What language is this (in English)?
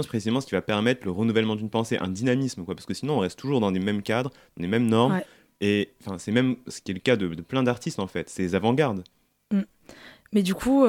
French